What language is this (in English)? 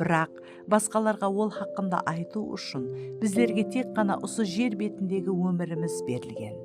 Kara-Kalpak